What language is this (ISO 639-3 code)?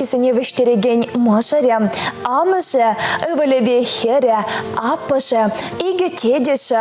chv